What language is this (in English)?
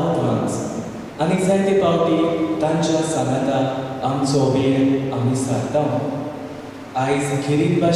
Konkani